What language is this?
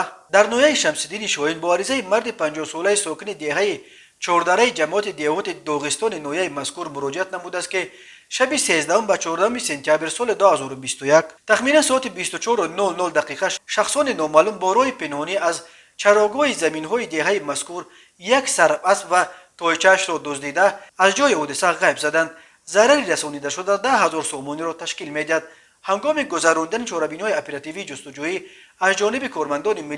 Tajik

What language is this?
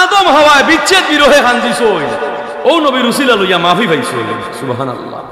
Sylheti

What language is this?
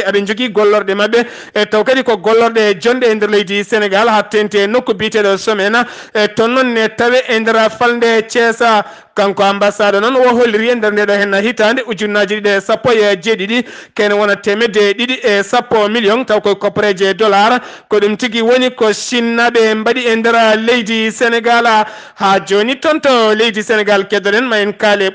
Fula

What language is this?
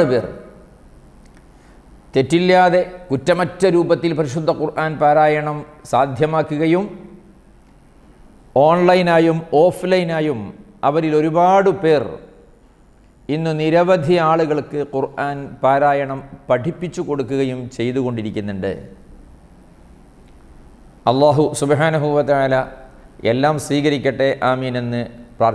Malayalam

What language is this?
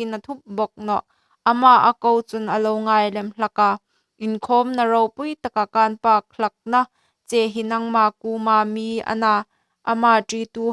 Hmar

